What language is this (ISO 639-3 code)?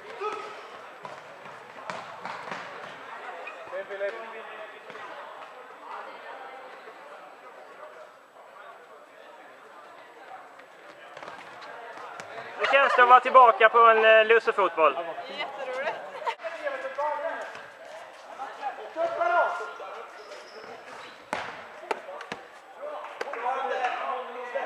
swe